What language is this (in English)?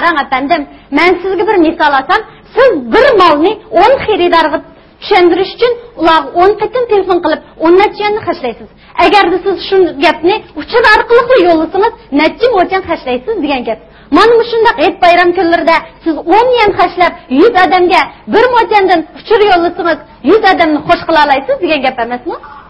Uyghur